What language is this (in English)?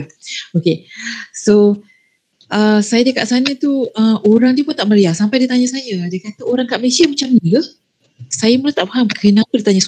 Malay